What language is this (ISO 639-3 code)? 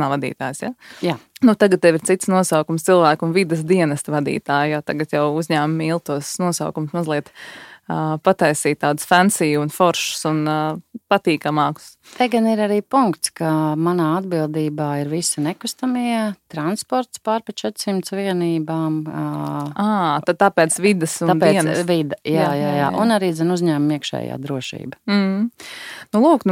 lav